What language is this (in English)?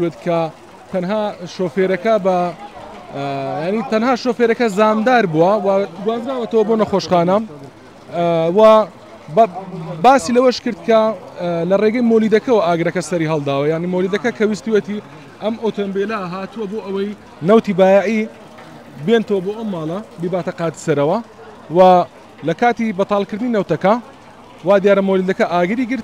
Central Kurdish